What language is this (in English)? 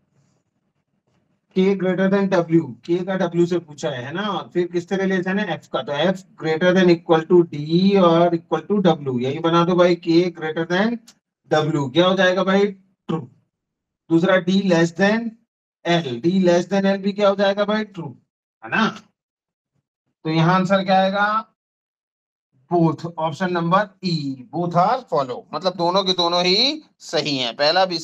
Hindi